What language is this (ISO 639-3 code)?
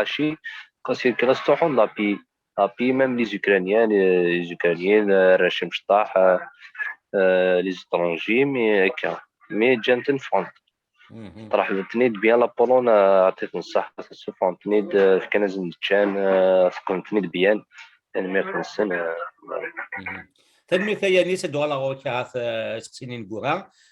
kab